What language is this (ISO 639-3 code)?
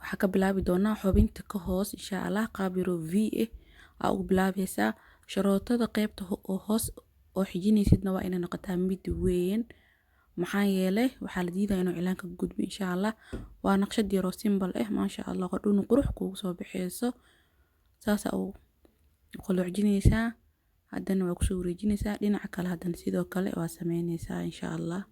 som